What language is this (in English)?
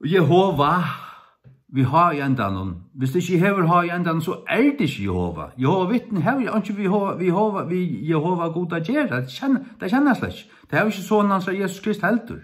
Faroese